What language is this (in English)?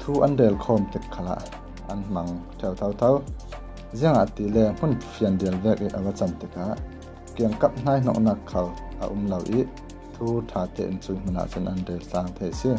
Falam Chin